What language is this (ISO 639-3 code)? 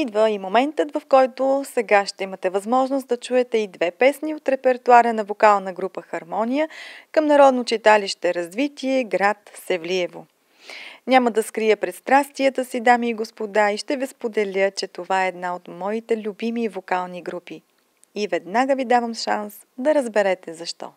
bul